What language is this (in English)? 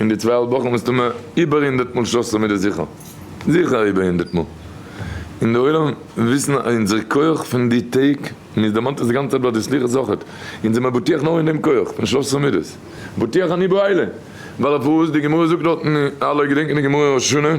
Yiddish